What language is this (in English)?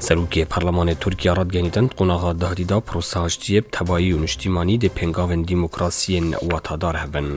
Kurdish